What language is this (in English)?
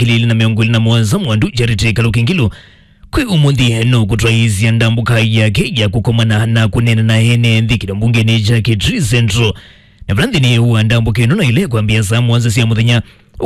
Kamba